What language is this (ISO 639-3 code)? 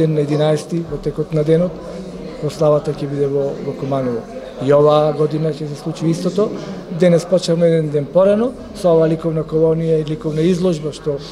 mkd